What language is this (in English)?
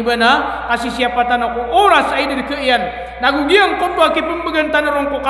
Maranao